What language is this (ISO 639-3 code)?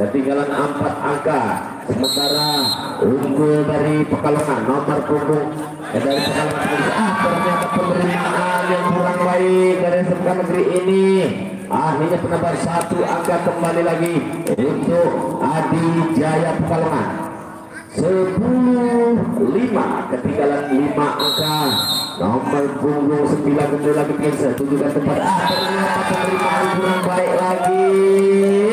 ind